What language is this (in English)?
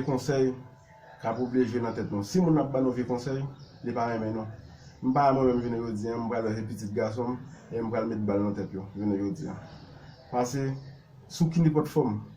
Haitian Creole